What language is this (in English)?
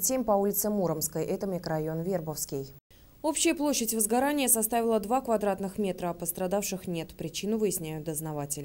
Russian